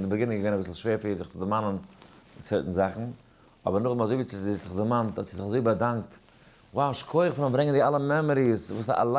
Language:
Yiddish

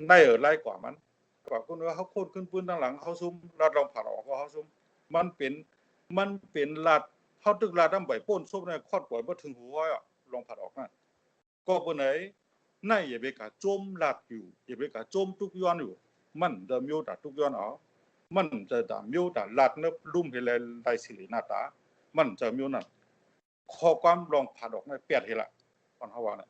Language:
Shan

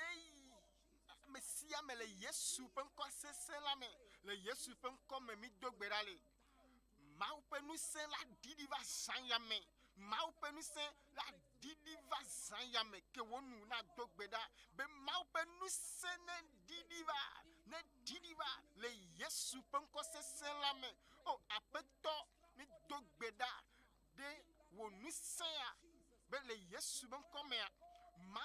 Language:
Ewe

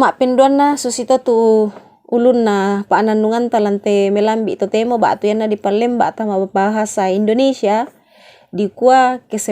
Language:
Toraja-Sa'dan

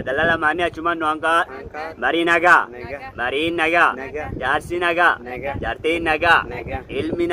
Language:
Oromo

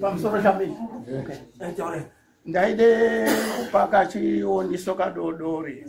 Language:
Shona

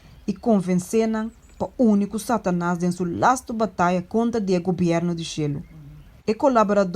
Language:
Papiamento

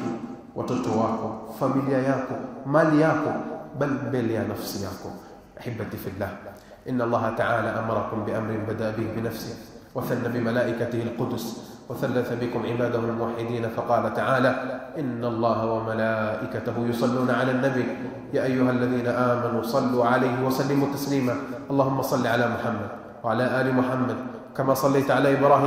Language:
Swahili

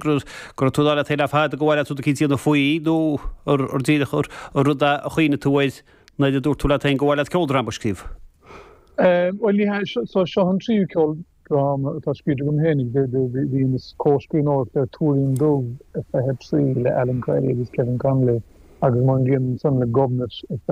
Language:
Irish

